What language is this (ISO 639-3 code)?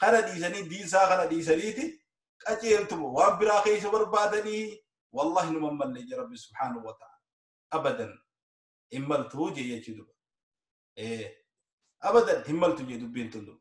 orm